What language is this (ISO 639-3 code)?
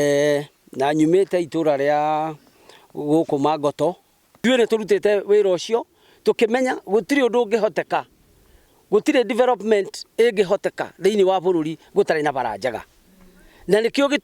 kik